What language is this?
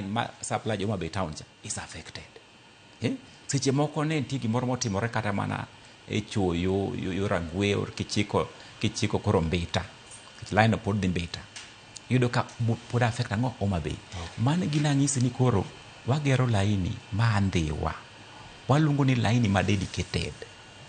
Luo (Kenya and Tanzania)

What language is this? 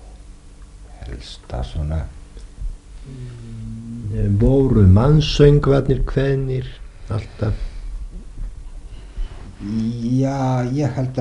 Icelandic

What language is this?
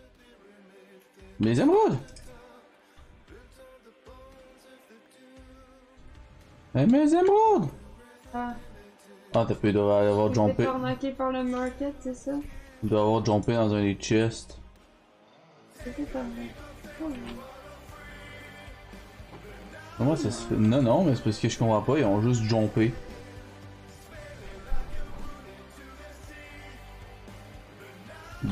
French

